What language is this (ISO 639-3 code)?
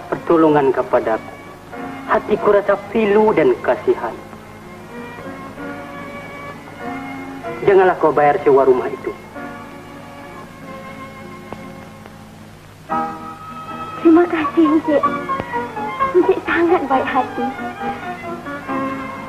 msa